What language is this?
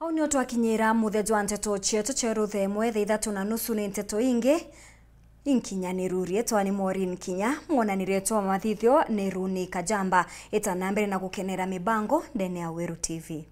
Meru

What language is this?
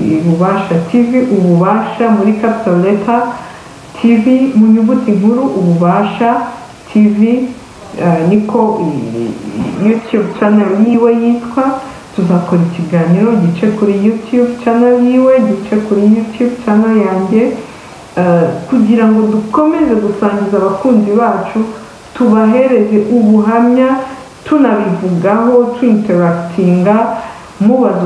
Kinyarwanda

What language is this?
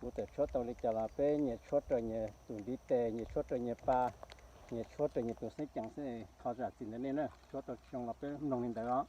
Hmong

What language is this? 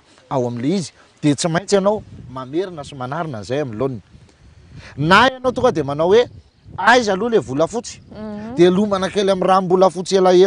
Malagasy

